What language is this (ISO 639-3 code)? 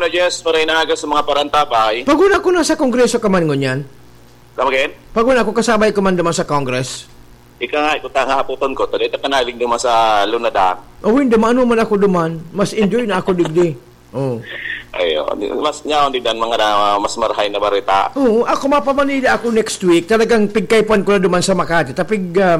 bik